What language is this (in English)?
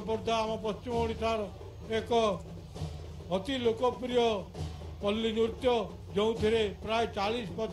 Odia